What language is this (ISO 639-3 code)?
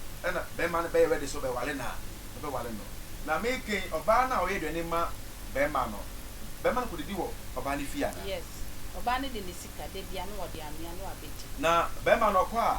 aka